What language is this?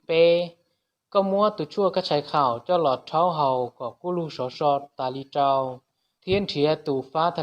Hmong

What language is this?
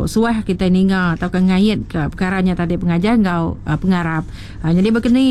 Iban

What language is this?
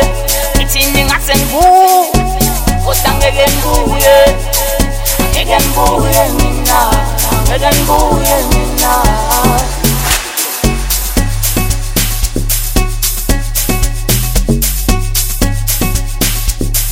Zulu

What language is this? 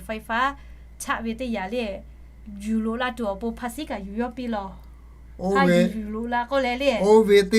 Lahu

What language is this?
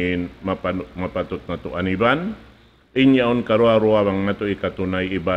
Tausug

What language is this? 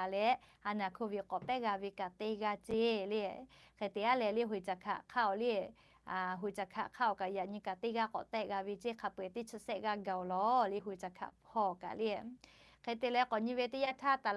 Lahu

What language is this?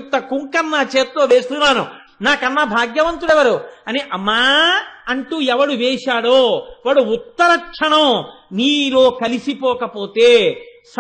Telugu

